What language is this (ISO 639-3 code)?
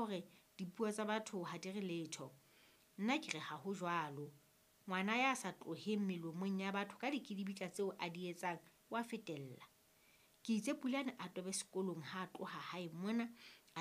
sot